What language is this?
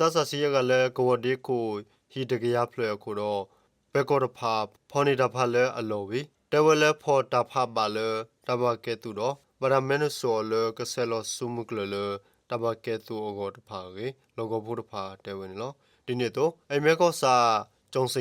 S'gaw Karen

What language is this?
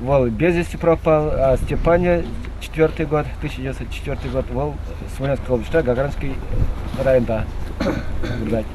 Chuvash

